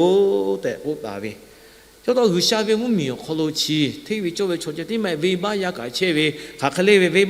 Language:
Lahu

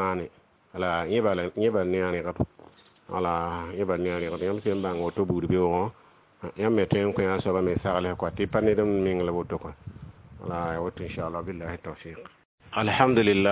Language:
Mossi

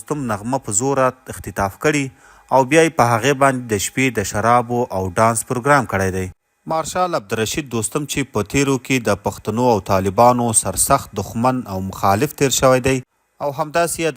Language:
Pashto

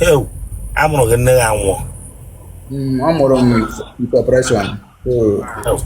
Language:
Igbo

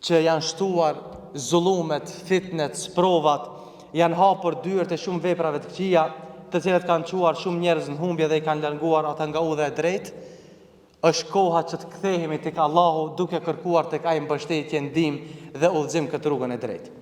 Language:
Albanian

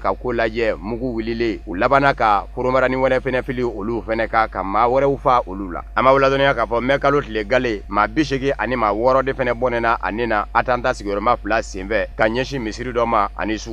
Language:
Bambara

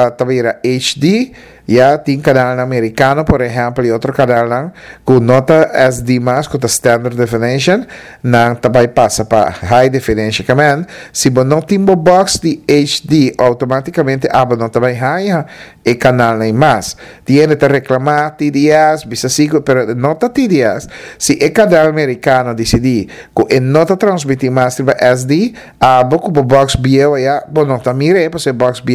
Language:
Papiamento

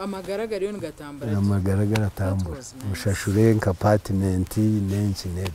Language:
Nyankole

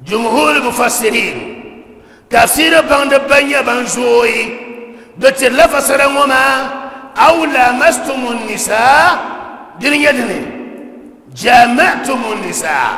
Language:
Dagbani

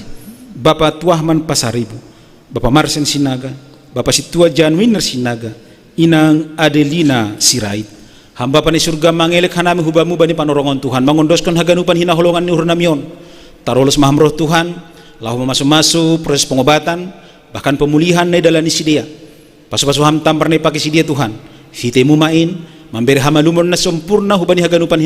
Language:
Batak Simalungun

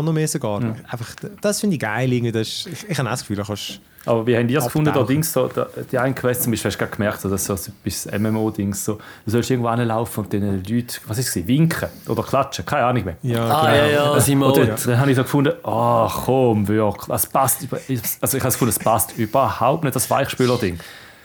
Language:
German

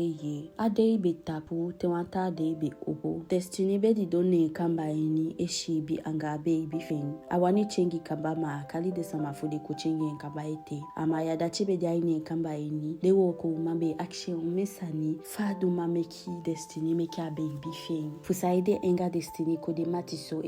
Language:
Eastern Maroon Creole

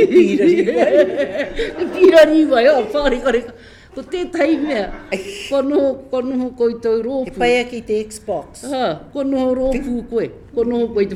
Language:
Māori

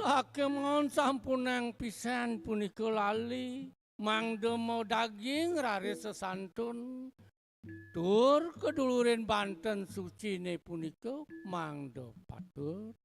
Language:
Balinese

